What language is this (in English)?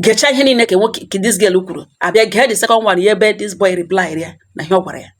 Igbo